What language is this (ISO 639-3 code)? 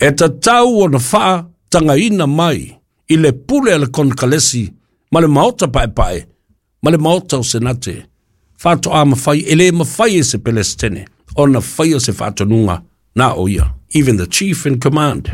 smo